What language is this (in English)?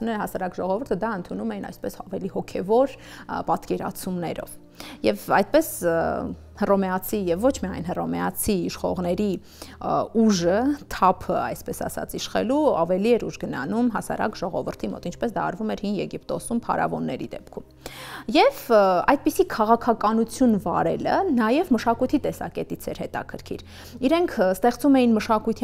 Armenian